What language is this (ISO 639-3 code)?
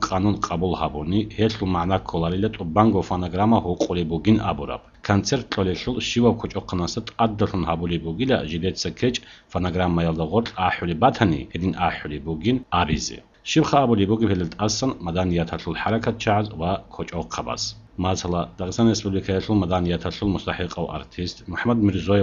ava